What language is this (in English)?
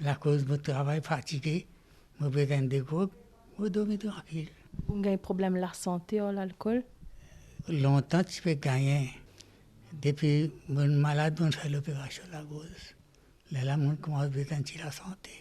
Morisyen